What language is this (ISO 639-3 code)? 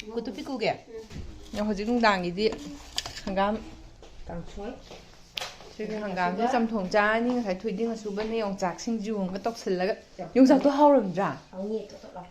mni